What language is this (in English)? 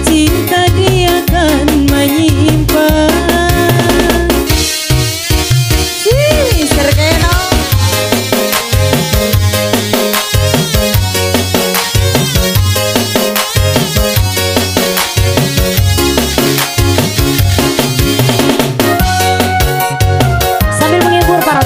Ngaju